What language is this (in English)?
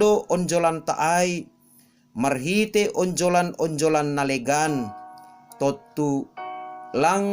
Batak Simalungun